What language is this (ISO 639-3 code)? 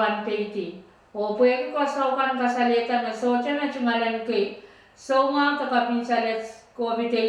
pon